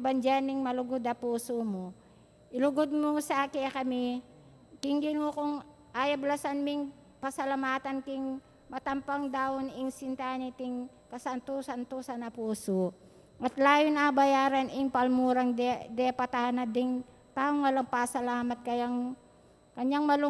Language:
Pampanga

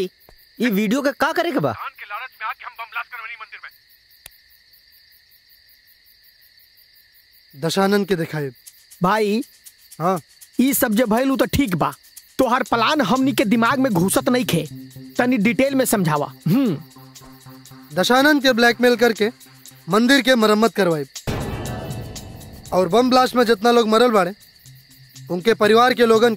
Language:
Bhojpuri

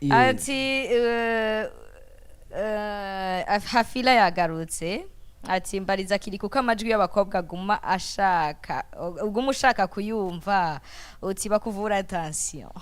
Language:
Rundi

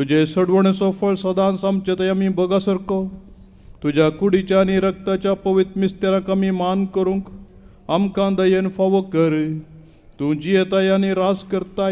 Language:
Konkani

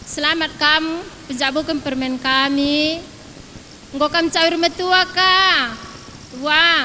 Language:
Batak Karo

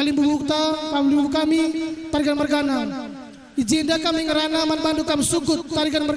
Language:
Batak Karo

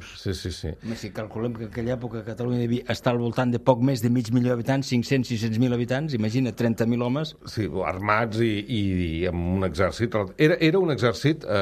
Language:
Catalan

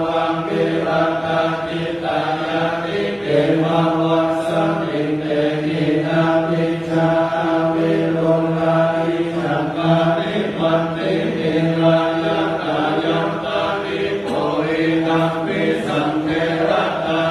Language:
Pali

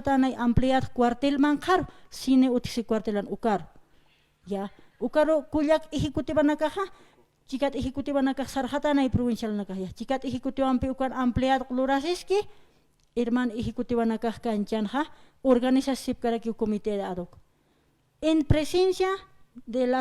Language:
Aymara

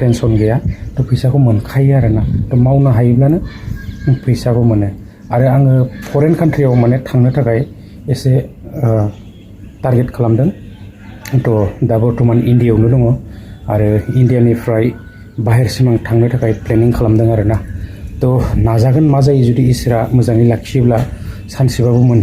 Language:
Bodo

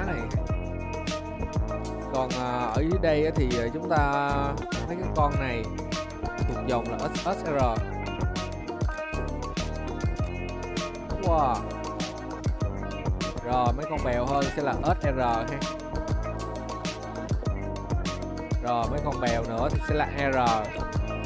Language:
Vietnamese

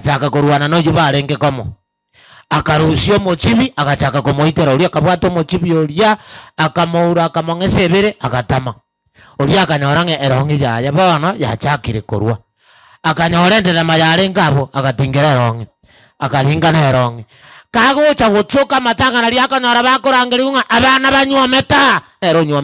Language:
Gusii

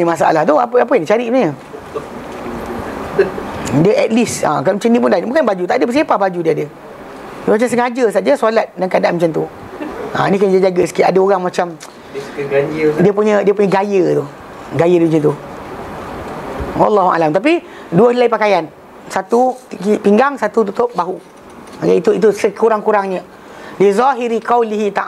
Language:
Malay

